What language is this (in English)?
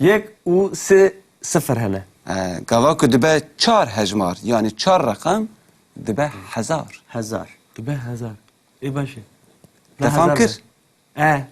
Kurdish